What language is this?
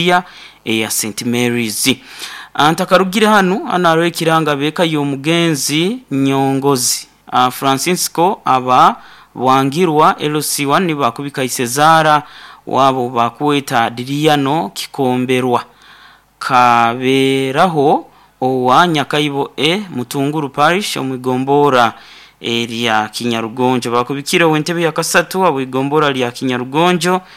Nyoro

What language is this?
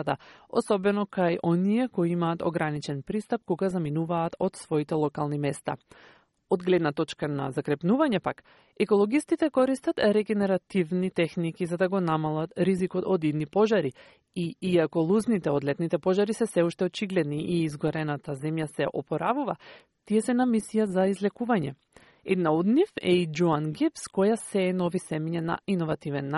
Macedonian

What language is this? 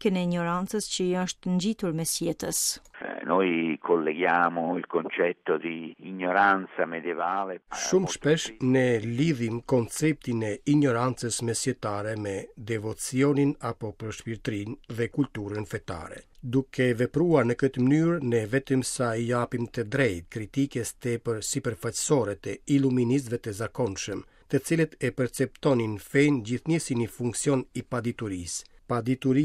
Albanian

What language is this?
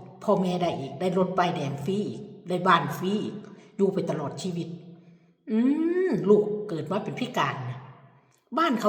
Lao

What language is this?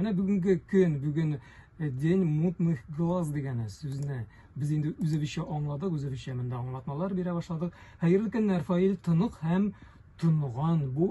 Tatar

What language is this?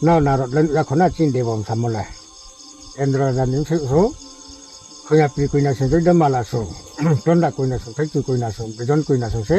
Riang (India)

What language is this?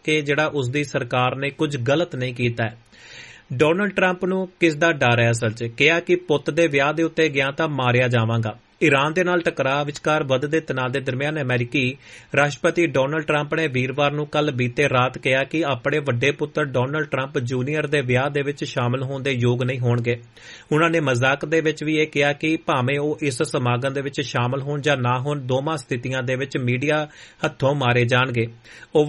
Punjabi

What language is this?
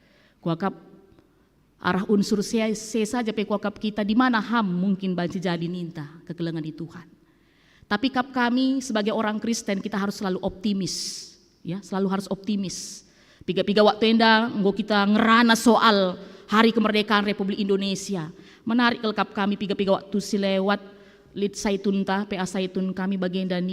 Batak Karo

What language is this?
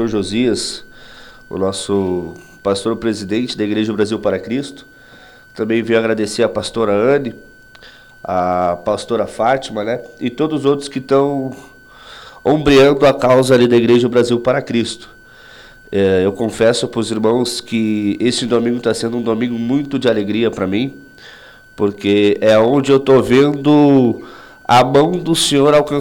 Portuguese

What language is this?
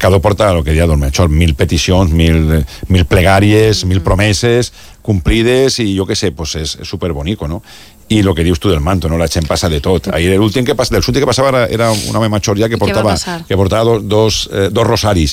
Catalan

